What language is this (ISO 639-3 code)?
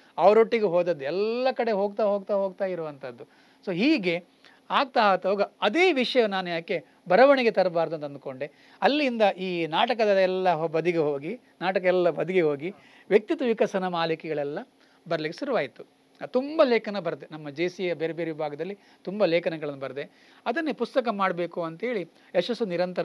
kan